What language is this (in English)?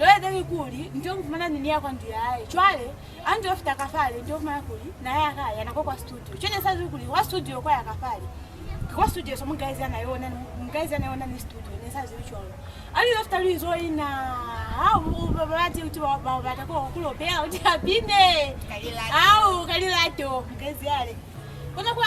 Lozi